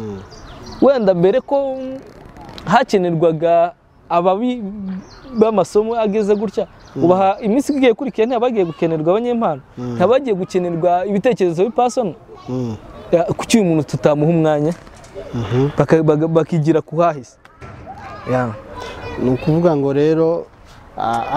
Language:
Kinyarwanda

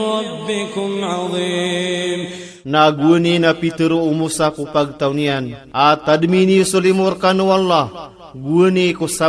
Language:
Maranao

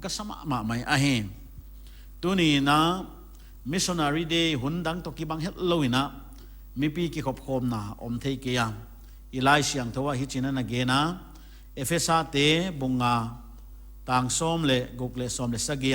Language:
Paite Chin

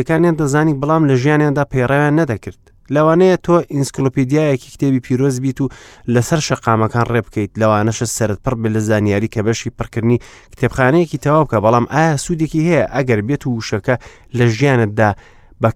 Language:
Central Kurdish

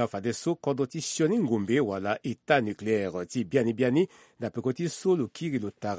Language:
Sango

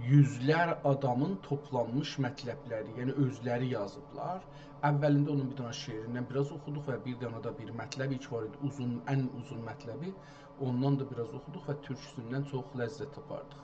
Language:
South Azerbaijani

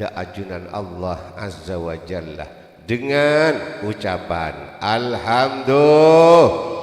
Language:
Madurese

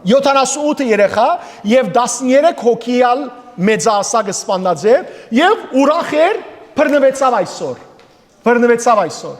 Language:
Western Armenian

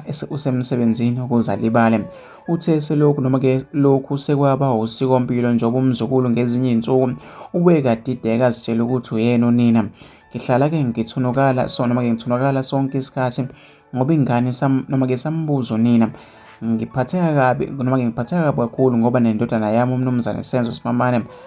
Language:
Zulu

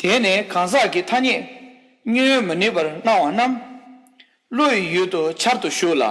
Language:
Tibetan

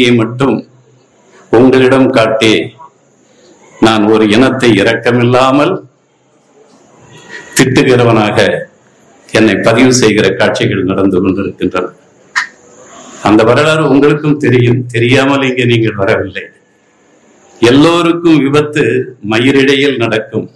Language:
Tamil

